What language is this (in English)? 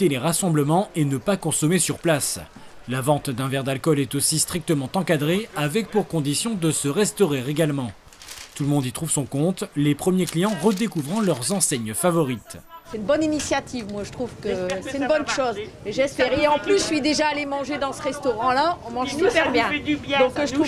French